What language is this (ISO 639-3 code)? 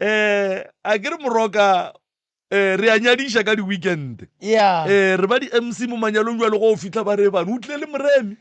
nso